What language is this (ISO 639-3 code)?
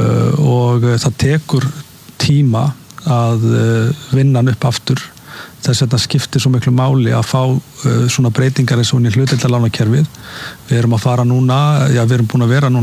isl